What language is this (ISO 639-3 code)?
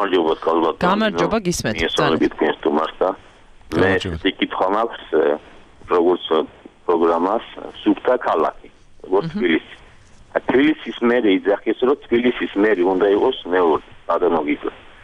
kat